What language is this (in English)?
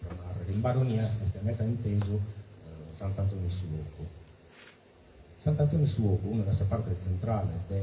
Sardinian